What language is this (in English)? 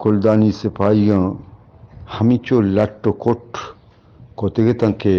Eastern Balochi